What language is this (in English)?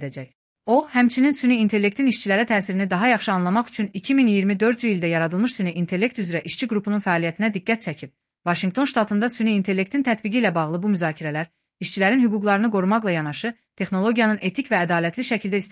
Azerbaijani